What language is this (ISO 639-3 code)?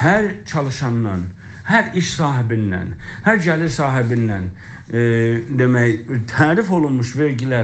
azb